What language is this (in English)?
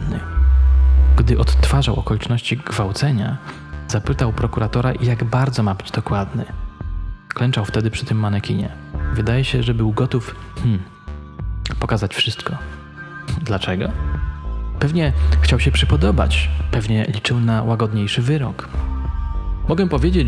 Polish